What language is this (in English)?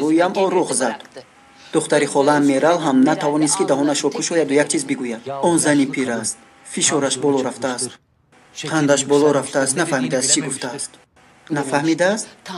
Tajik